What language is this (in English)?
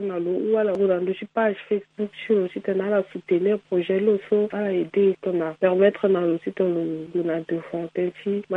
Sango